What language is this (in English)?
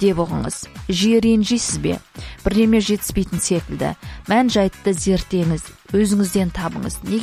Kazakh